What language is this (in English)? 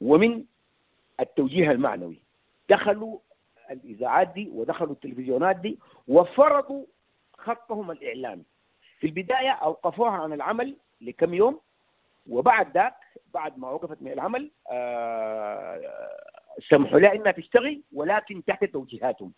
Sudanese Arabic